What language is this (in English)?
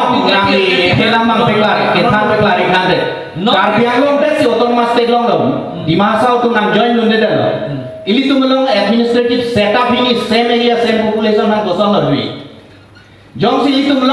Karbi